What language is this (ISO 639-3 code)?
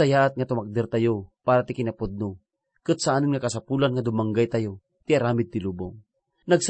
ilo